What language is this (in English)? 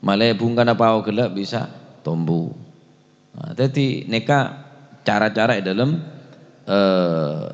Madurese